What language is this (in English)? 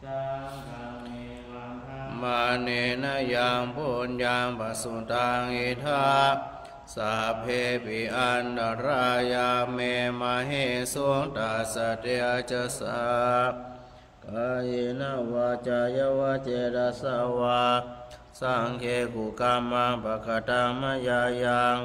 Pali